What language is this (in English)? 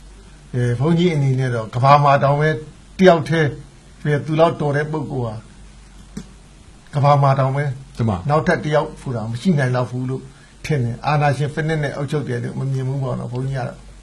Burmese